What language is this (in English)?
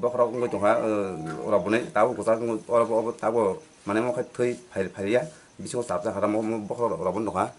Kok Borok